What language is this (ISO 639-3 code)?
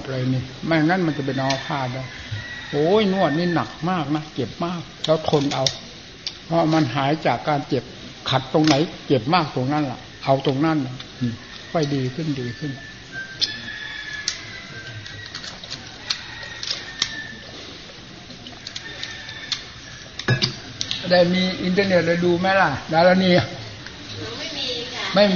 tha